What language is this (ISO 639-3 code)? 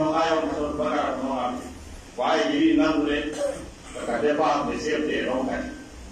fuf